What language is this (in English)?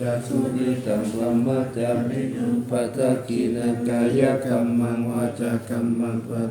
Pali